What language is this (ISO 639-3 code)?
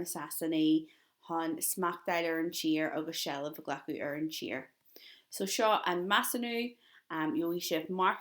gle